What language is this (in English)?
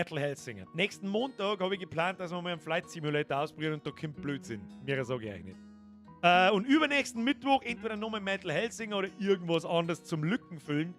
Bavarian